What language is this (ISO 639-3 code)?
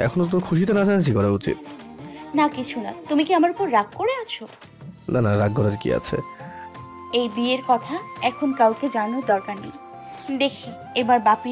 ben